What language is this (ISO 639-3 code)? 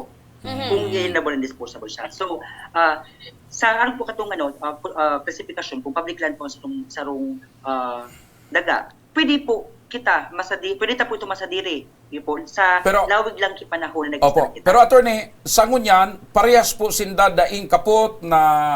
bik